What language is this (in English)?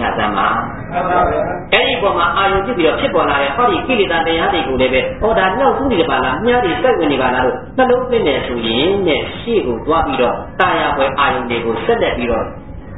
Burmese